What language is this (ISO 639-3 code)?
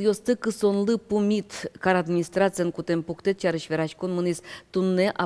udm